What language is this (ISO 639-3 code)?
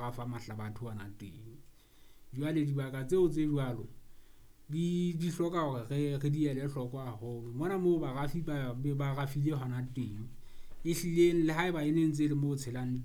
sot